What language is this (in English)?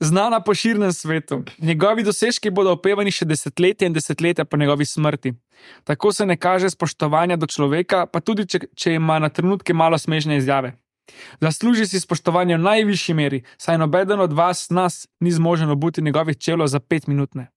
Slovenian